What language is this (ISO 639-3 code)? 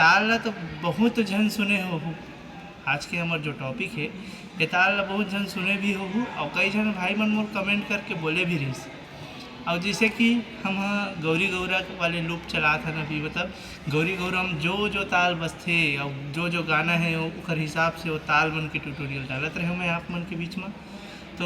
hne